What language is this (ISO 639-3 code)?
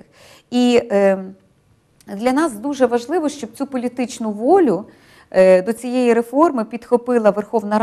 ukr